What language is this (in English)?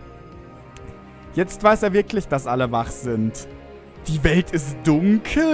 German